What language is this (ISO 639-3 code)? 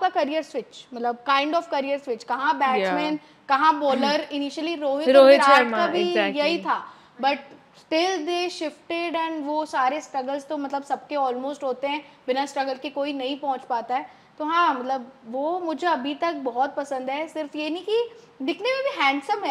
hin